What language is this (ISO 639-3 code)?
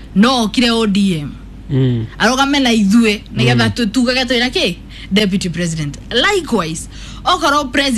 kik